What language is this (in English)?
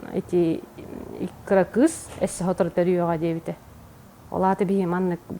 Yakut